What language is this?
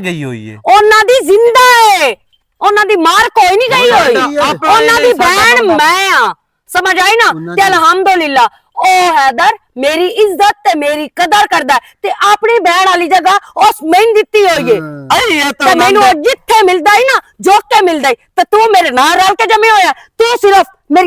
Western Panjabi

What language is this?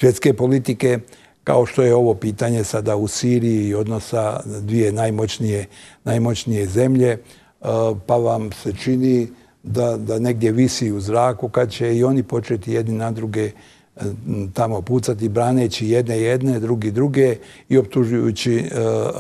Bosnian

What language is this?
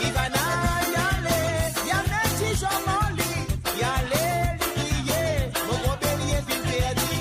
Morisyen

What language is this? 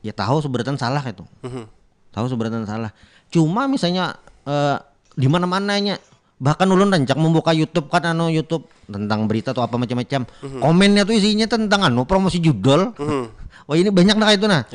Banjar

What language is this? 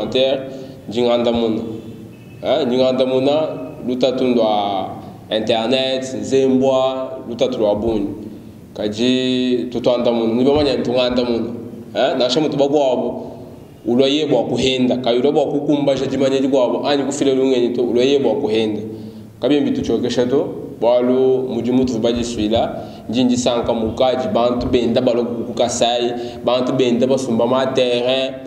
Luba-Lulua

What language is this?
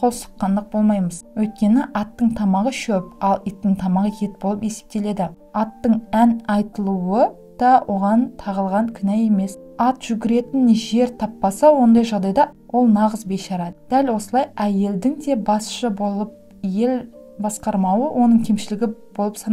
Kazakh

